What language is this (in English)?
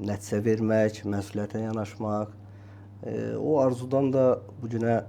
Azerbaijani